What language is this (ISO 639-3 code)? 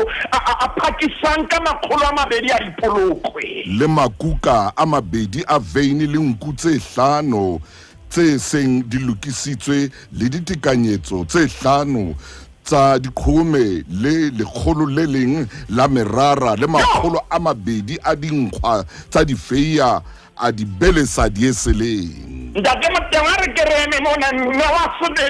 sot